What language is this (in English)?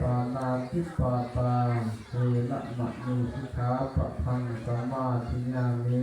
Pali